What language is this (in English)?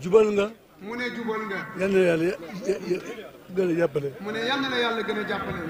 Wolof